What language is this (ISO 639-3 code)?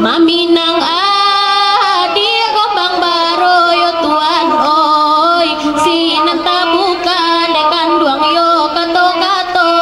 min